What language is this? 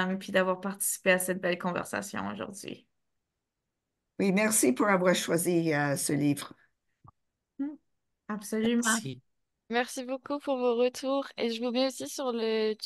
French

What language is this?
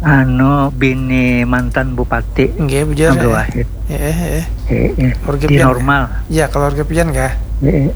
Banjar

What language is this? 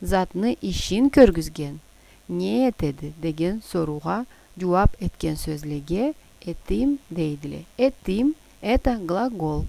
Karachay-Balkar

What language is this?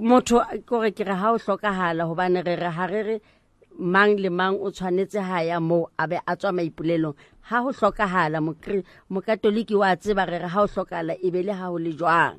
Southern Sotho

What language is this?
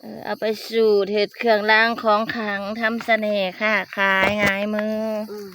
Northeastern Thai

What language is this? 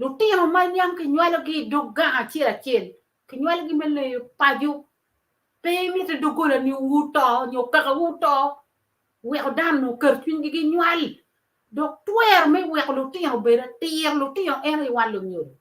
Acoli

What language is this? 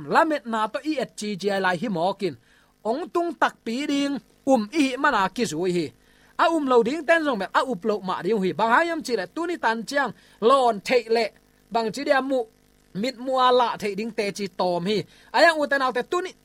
Tedim Chin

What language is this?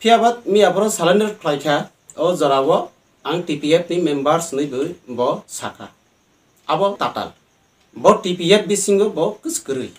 Riang (India)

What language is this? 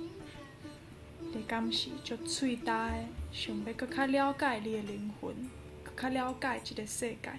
Min Nan Chinese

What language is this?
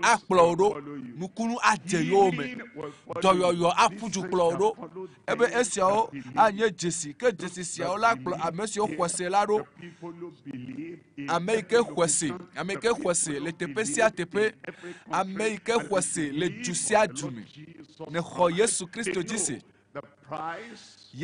Ewe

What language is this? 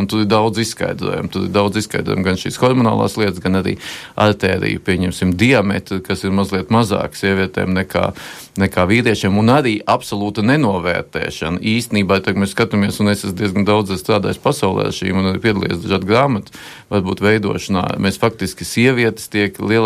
Latvian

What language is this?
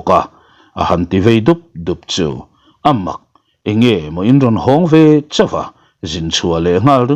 Mizo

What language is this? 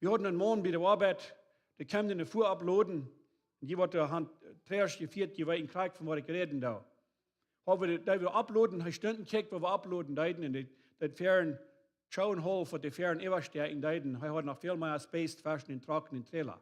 Plautdietsch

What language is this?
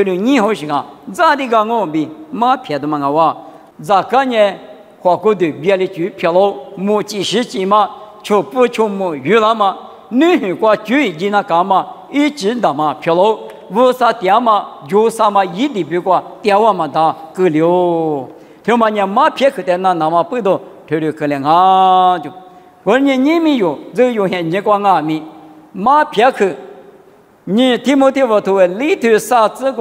Lisu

